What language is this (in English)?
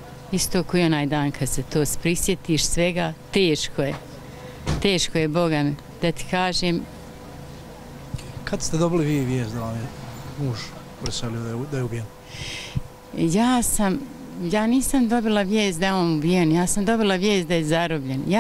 Bosnian